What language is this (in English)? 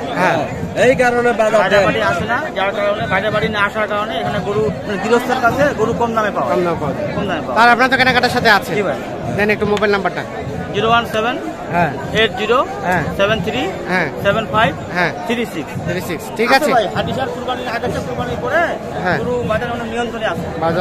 Bangla